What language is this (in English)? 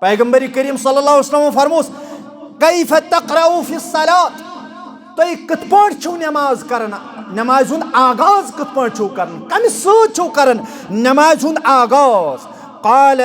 Kashmiri